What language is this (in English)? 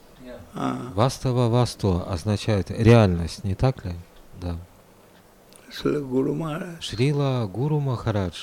Russian